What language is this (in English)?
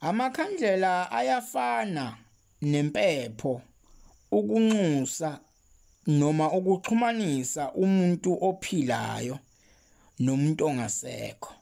Zulu